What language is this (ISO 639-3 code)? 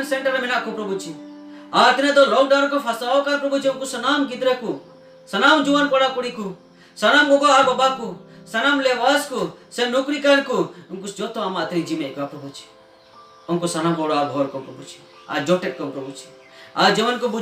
sat